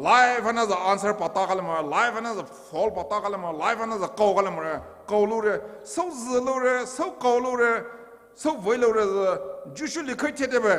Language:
Poumei Naga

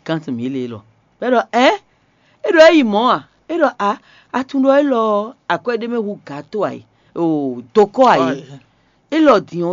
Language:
Fon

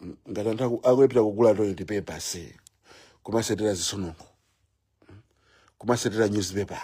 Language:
Nyanja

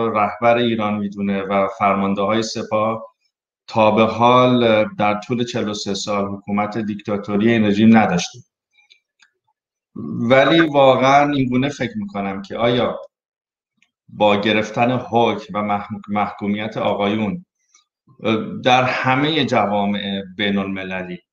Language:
Persian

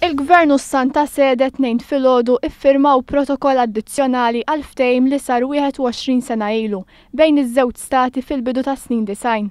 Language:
Maltese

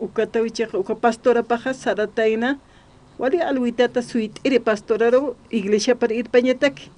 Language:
Aymara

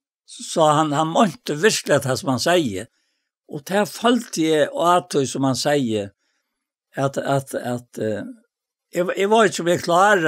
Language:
Faroese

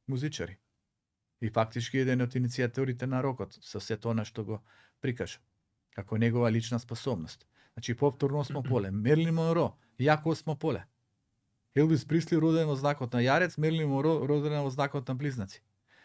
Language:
Macedonian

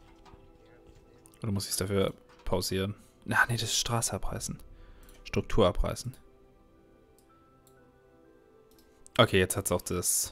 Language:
German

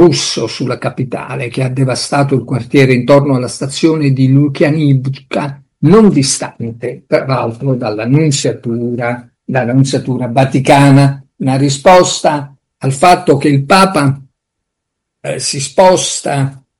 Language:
Italian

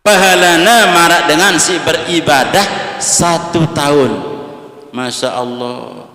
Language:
Sasak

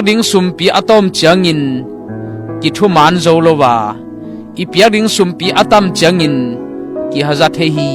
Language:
Tedim Chin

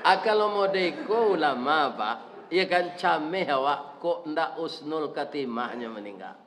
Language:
Minangkabau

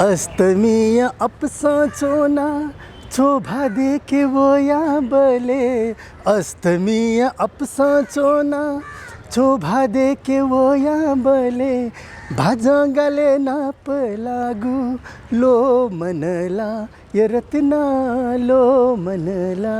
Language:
Newari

